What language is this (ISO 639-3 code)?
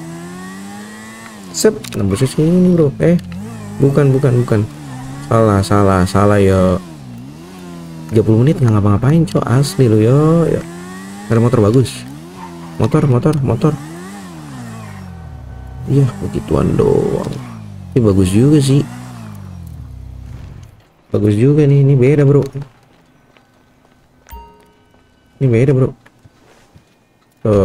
ind